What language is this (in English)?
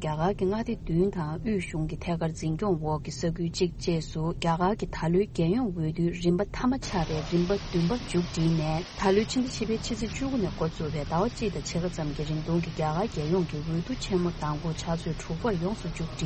Tibetan